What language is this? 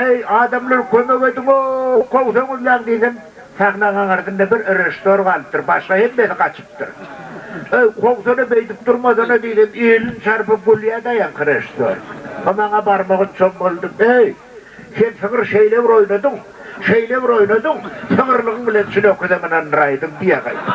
Turkmen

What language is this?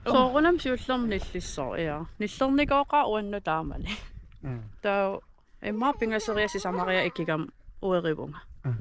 Kalaallisut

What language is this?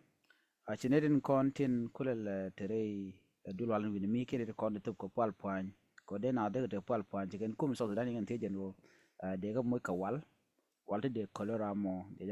Nuer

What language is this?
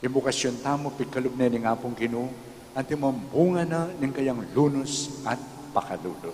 Pampanga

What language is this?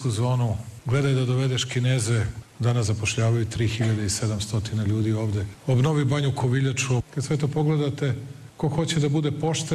Serbian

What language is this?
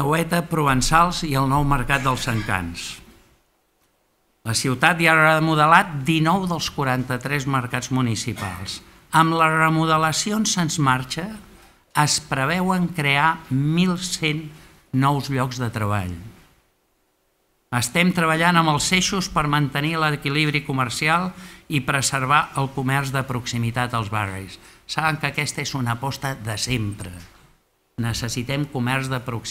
Catalan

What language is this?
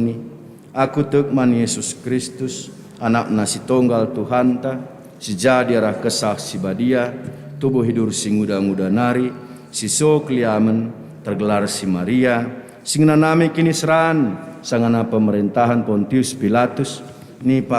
Batak Karo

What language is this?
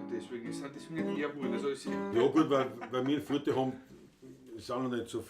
Bavarian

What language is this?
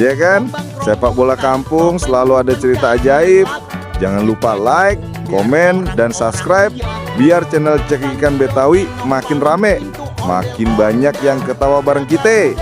Betawi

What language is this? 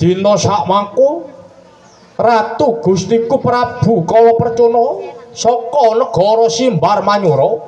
Javanese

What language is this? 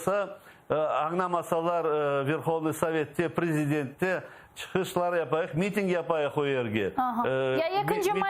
Crimean Tatar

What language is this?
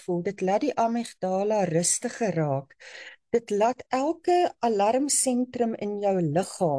Afrikaans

